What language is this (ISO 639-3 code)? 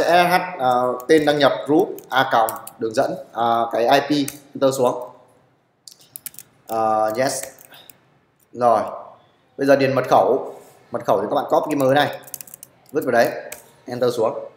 vie